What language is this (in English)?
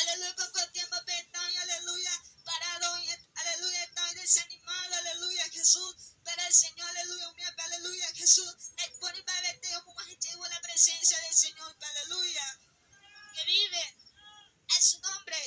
Guarani